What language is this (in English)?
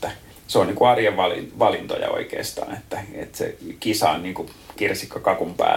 Finnish